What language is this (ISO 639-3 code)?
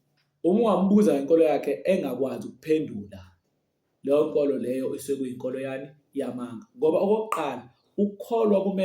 zul